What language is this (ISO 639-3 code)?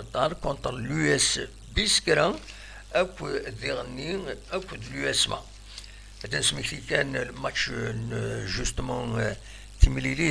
kab